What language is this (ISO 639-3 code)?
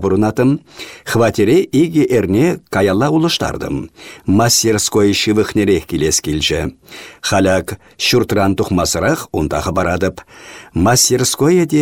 chv